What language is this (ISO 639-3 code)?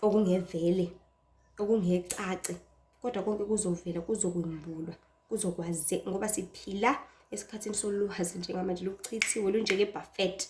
zul